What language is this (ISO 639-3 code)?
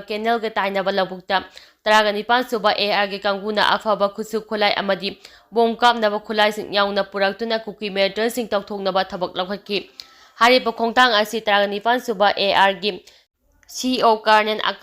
mni